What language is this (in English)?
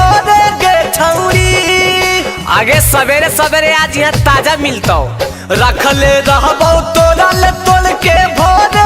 Magahi